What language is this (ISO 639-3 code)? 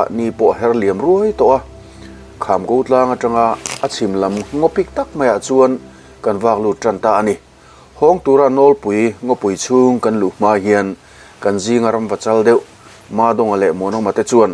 lus